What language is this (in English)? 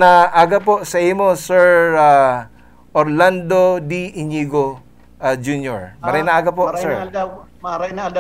Bikol